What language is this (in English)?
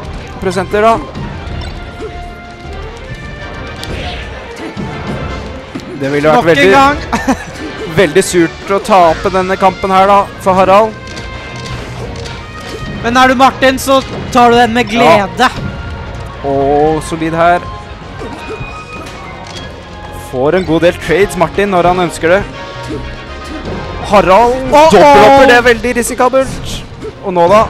Norwegian